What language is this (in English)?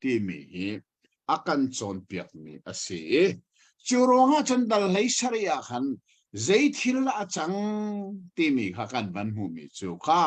Hakha Chin